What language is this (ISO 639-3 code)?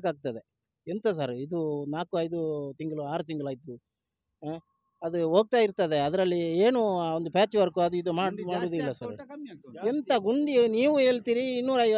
kan